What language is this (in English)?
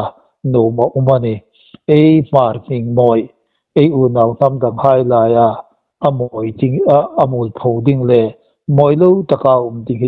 Hmar